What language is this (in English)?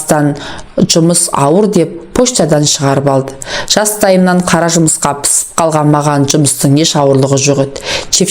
Kazakh